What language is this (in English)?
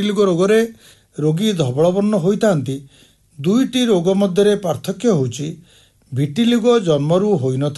Odia